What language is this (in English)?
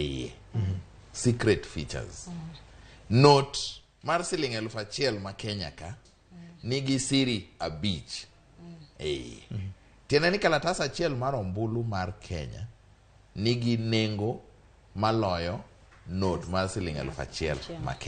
Luo (Kenya and Tanzania)